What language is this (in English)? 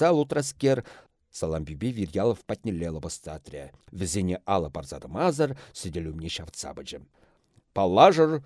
Chuvash